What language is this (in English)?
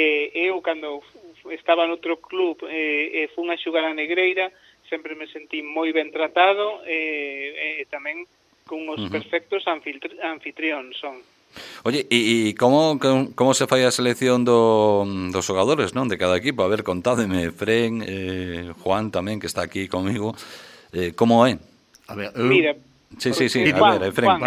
Galician